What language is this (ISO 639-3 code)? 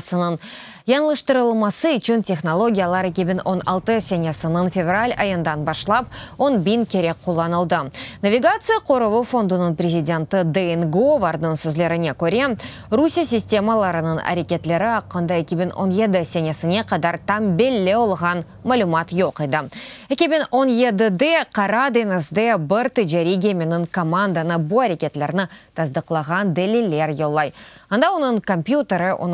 crh